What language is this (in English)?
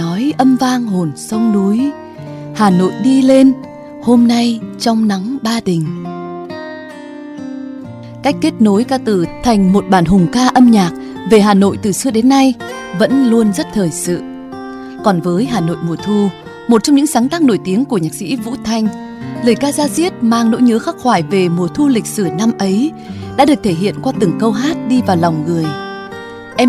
Vietnamese